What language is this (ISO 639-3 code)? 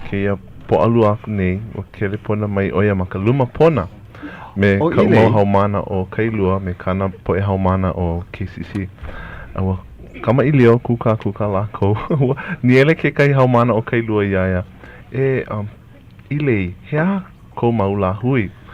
haw